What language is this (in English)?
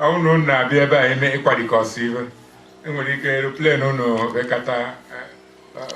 Igbo